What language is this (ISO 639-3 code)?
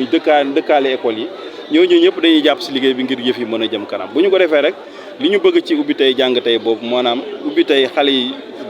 wol